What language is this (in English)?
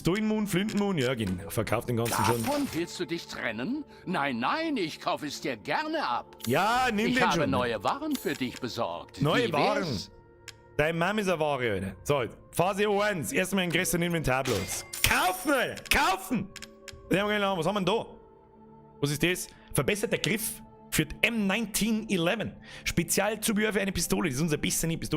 Bavarian